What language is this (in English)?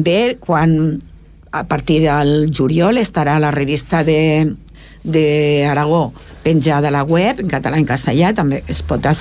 Catalan